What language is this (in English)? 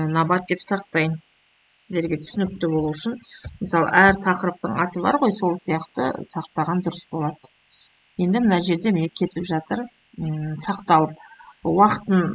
Kazakh